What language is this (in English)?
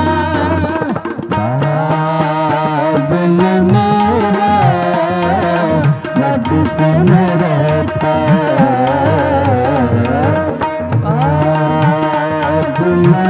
Hindi